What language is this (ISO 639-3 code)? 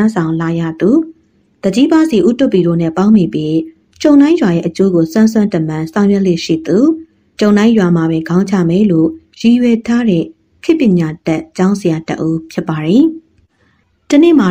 mya